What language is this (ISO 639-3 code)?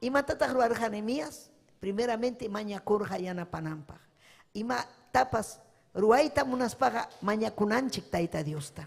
quy